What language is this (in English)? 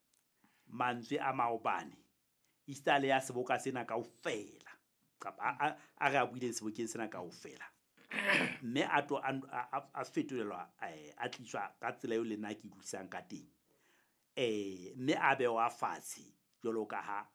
Southern Sotho